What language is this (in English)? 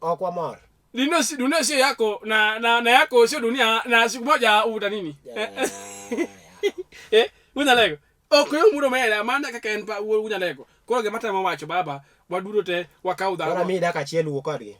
Luo (Kenya and Tanzania)